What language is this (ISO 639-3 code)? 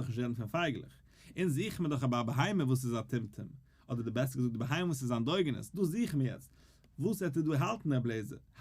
yid